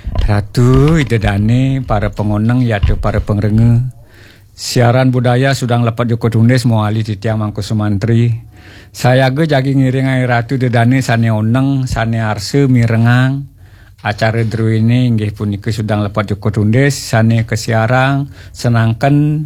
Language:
Balinese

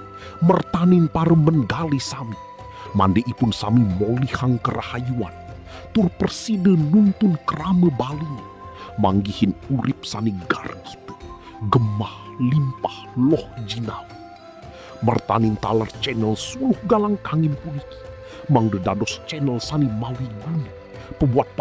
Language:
Balinese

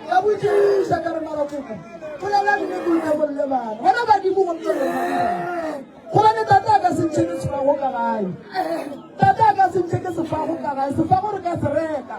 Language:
Northern Sotho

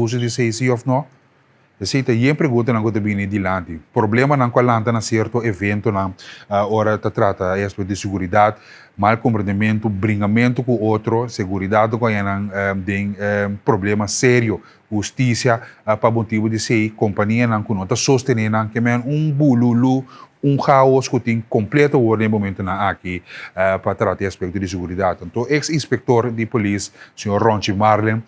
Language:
Papiamento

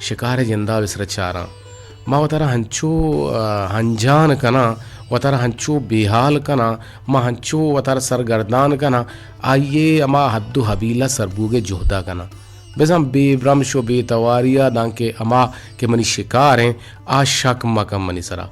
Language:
Eastern Balochi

